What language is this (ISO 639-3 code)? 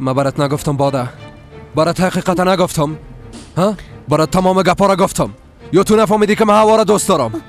fas